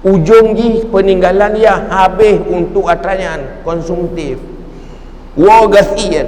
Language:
Achinese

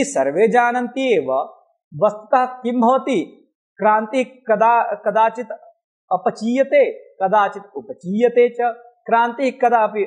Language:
Sanskrit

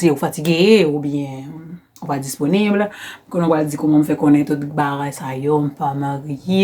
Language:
Haitian Creole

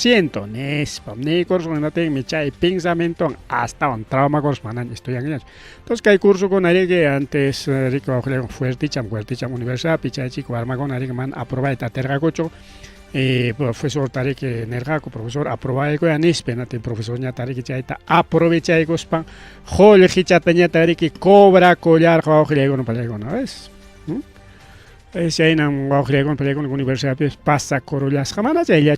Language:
Ayacucho Quechua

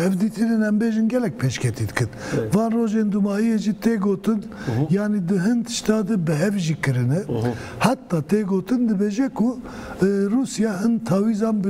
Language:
Kurdish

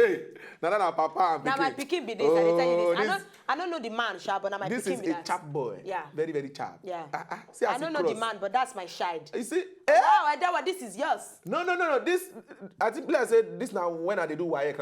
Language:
Nigerian Pidgin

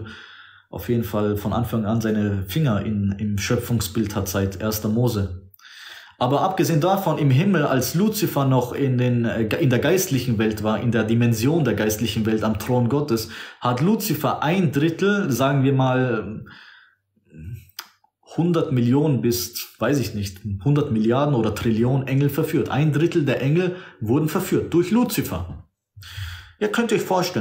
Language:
German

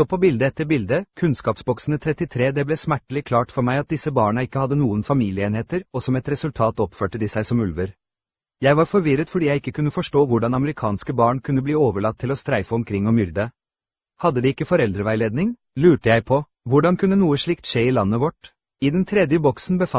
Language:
Norwegian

